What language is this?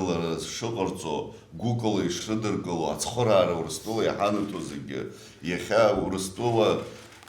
Abkhazian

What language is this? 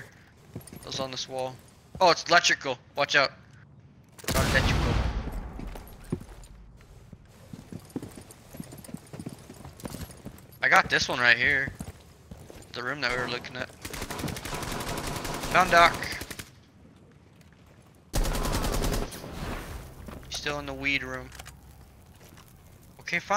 English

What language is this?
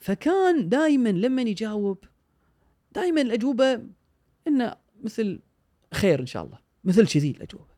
Gulf Arabic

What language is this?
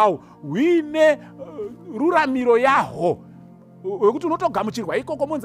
Shona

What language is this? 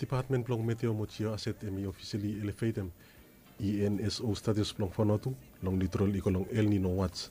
Bislama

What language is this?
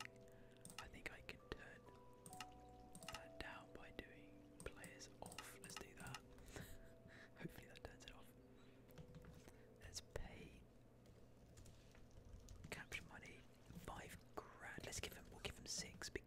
English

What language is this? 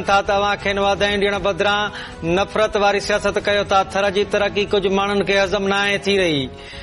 Sindhi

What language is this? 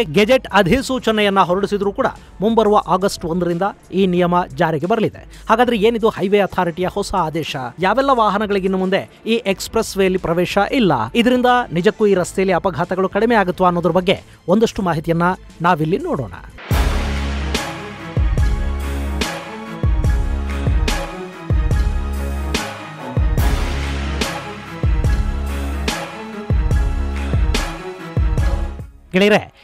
Kannada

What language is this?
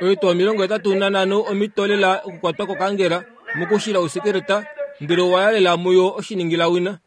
Kuanyama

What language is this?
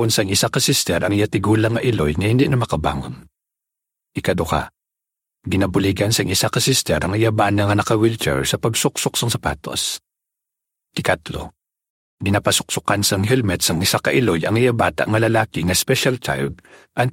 Hiligaynon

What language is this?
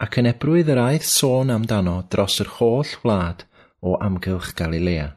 Welsh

